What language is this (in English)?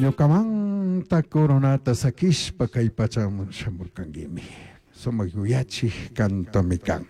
Chimborazo Highland Quichua